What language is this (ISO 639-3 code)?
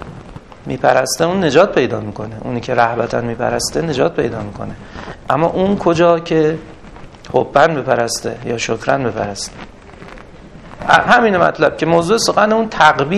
fas